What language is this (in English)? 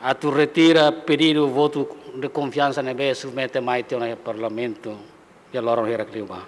Tetum